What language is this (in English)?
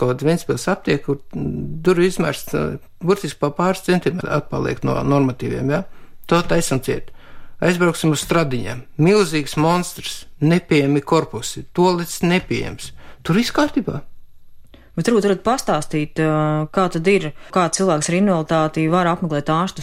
Latvian